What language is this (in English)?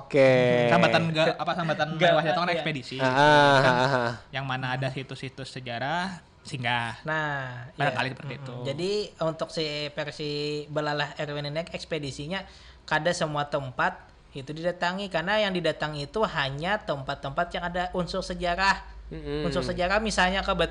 Banjar